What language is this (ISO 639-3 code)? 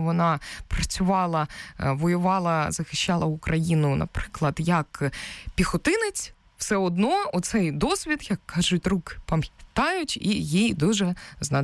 ukr